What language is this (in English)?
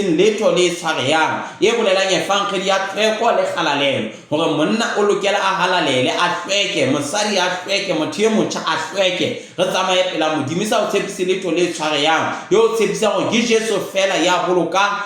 Southern Sotho